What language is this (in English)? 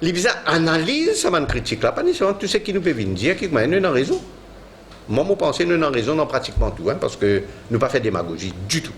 Morisyen